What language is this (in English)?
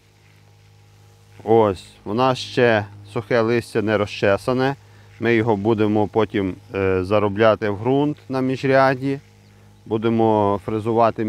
Ukrainian